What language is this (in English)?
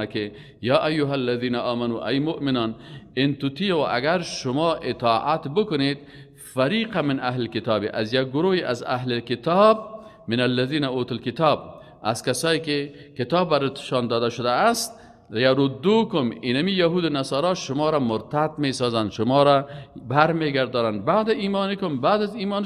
Persian